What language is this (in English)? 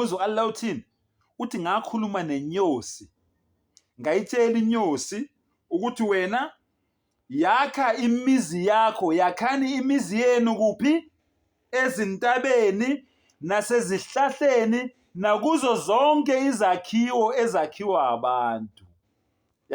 Zulu